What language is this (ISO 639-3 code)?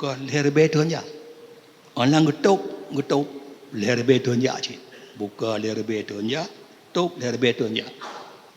ace